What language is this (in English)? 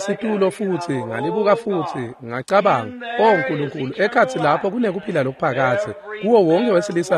Swati